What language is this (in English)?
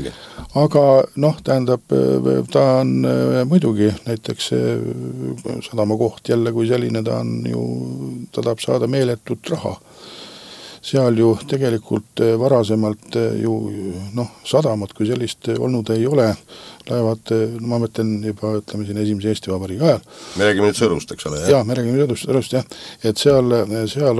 Estonian